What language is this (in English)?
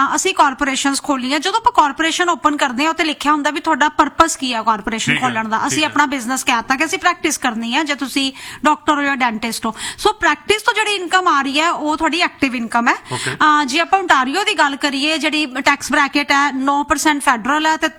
Punjabi